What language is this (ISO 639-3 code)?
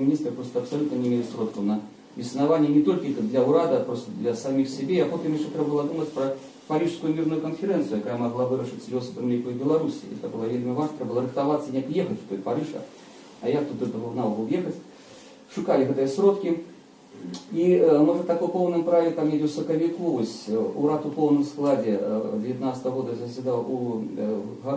bel